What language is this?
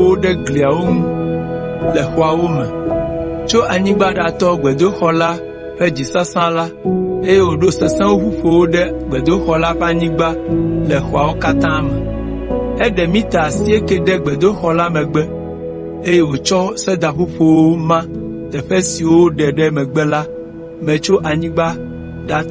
Ewe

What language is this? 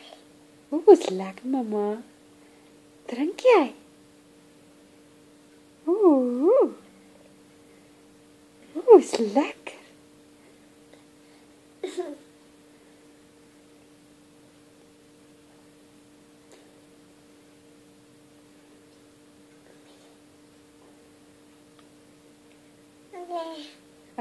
Afrikaans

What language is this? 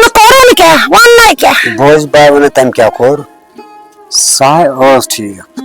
Kashmiri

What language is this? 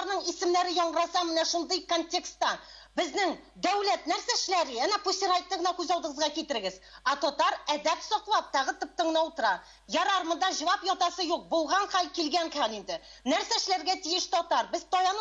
Tatar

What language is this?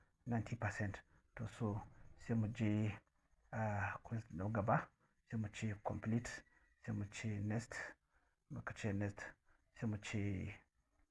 Hausa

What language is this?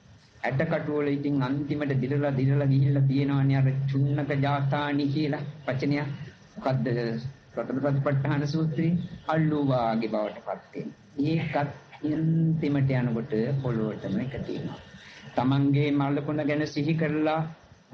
Sinhala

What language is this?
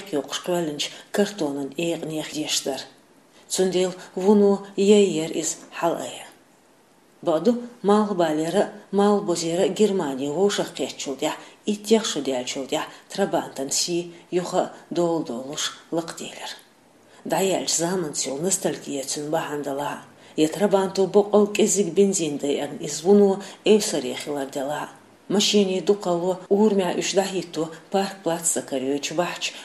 Chechen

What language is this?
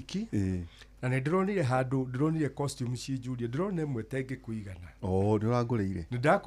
Kikuyu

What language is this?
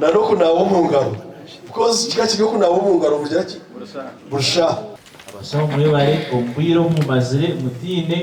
Nyankole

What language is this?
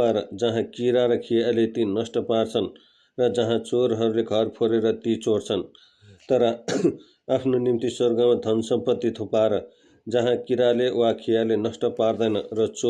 Nepali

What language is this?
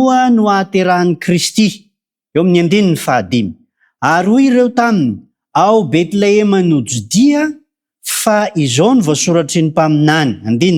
Malagasy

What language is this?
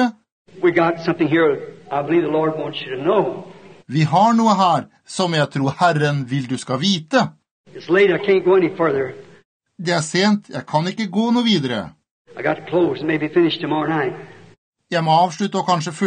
Norwegian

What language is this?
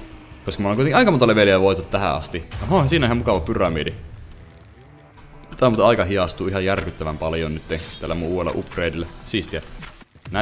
Finnish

